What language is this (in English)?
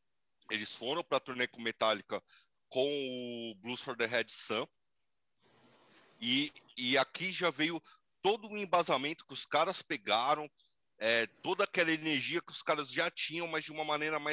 Portuguese